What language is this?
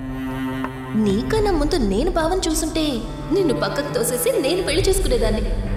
Telugu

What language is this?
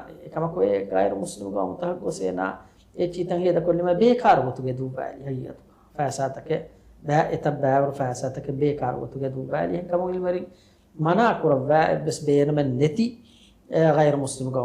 Divehi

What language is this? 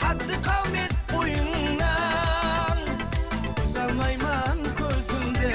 Kara-Kalpak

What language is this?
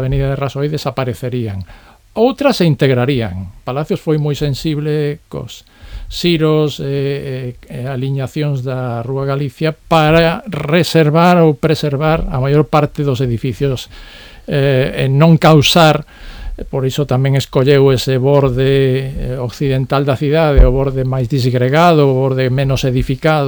Galician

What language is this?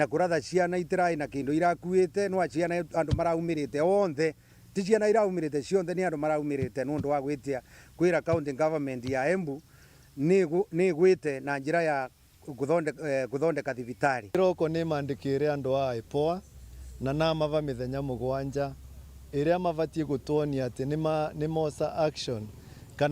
Meru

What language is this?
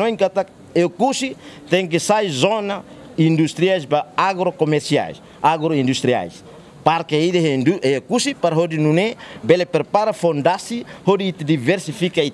Tetum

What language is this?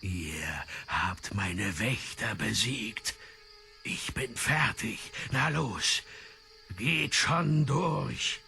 Swiss German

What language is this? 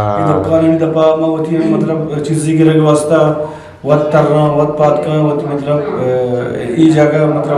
Eastern Balochi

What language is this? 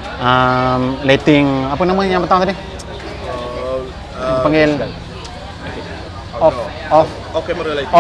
Malay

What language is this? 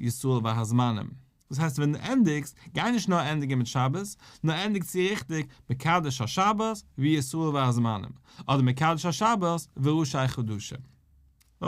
Yiddish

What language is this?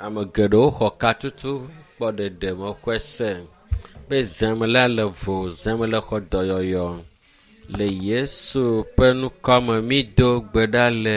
Ewe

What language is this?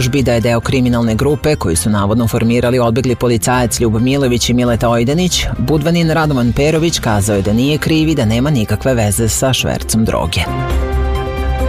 Serbian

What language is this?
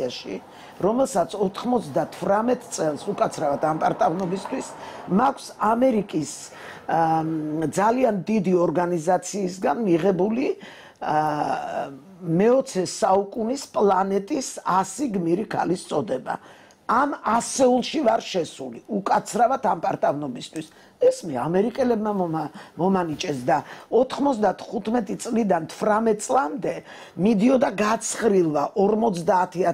Georgian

